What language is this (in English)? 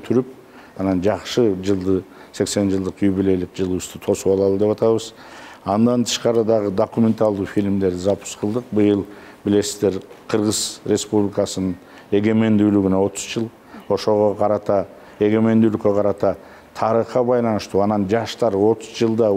Kyrgyz